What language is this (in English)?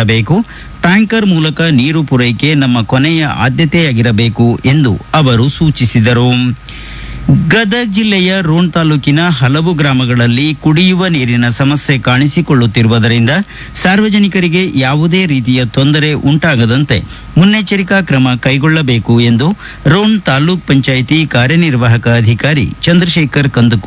Kannada